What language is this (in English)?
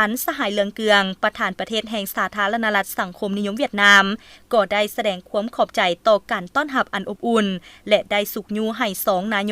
Lao